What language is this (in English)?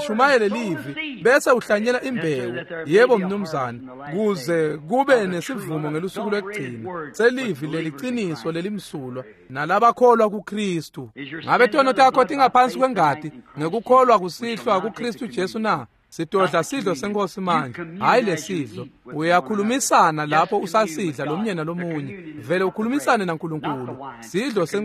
Swati